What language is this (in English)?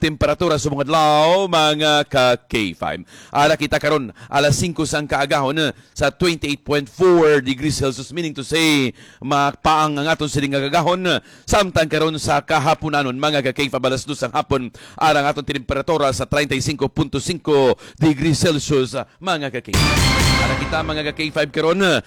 Hiligaynon